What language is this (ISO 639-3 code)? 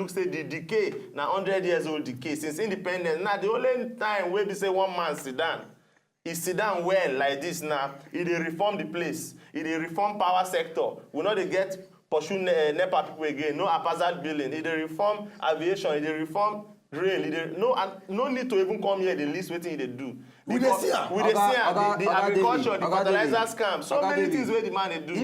pcm